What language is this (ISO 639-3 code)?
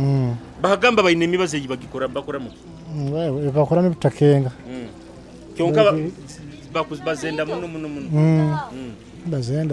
nyo